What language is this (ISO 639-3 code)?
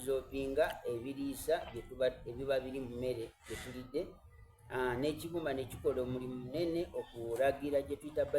xog